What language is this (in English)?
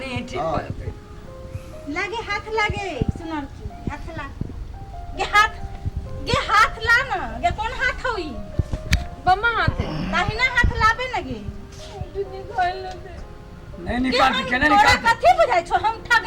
Maithili